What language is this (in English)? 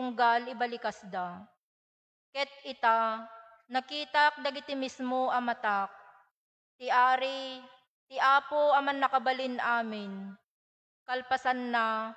Iloko